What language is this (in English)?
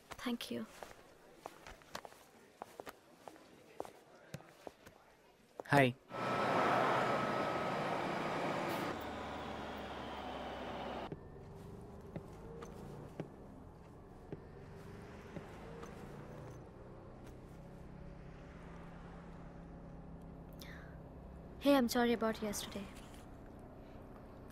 Telugu